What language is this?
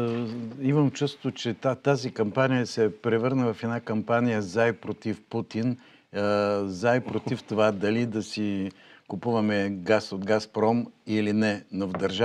Bulgarian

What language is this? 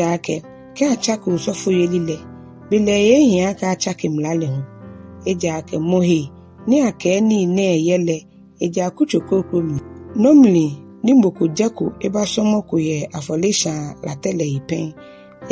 Ga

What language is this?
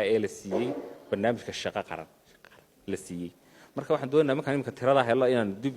Somali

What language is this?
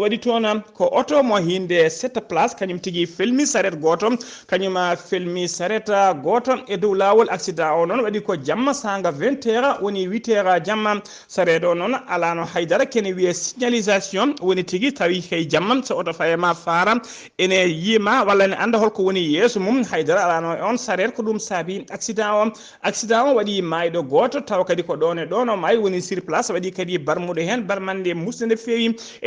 Fula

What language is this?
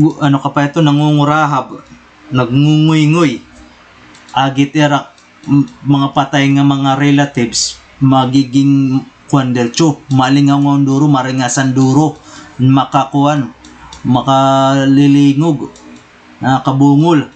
Waray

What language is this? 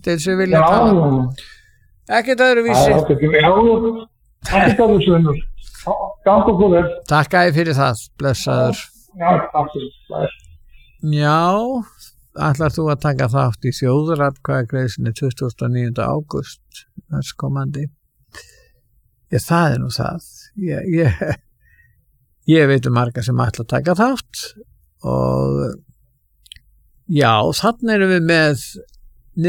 Icelandic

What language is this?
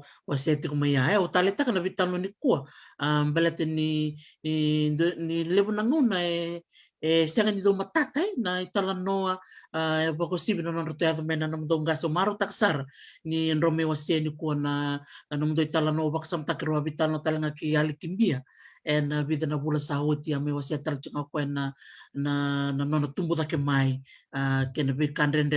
Fijian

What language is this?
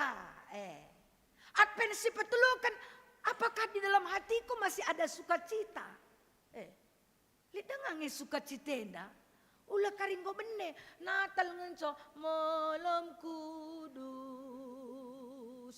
Batak Karo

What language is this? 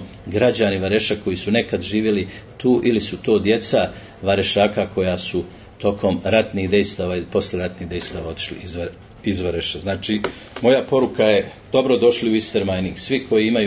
Bosnian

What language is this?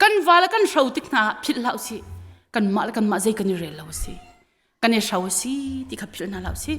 Hakha Chin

